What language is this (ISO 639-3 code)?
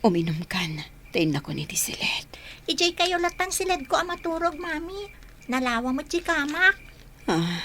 ilo